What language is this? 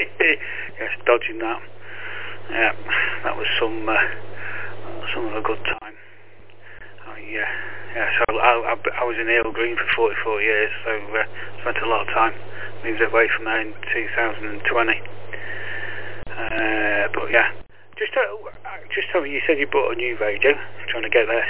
English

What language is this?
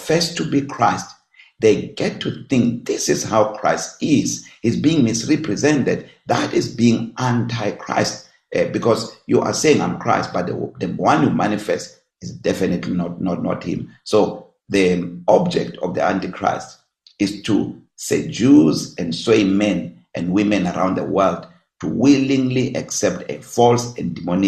English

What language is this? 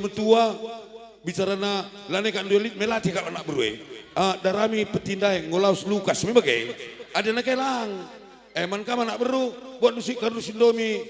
Batak Karo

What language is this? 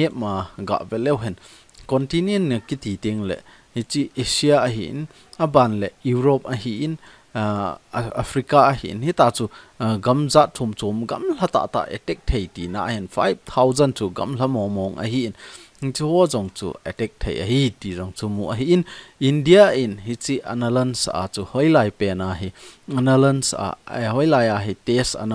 Thado Chin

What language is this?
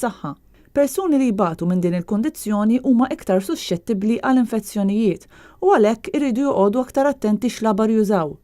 Maltese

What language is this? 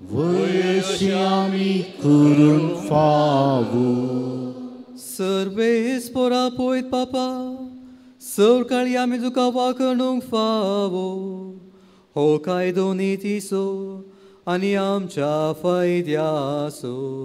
Konkani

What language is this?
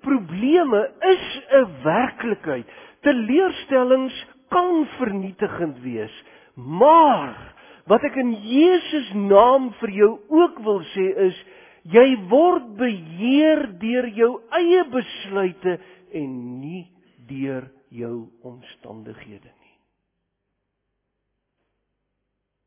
Afrikaans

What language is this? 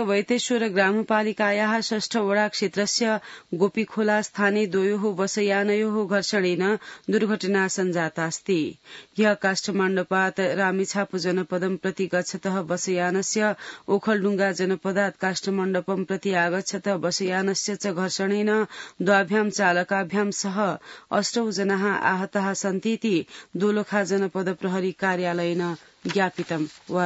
Sanskrit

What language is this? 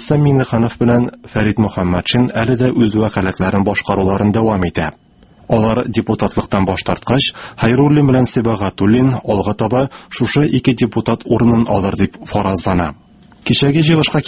Tatar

